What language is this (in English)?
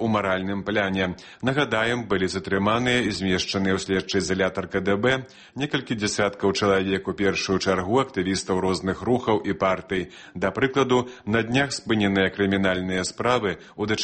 Belarusian